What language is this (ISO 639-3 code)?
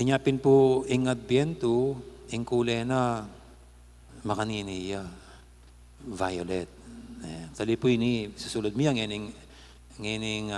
pam